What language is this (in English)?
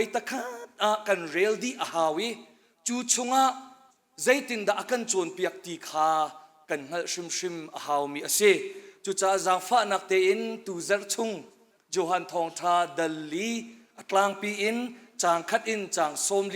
Hakha Chin